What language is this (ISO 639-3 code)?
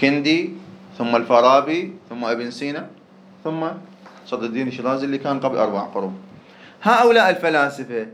ary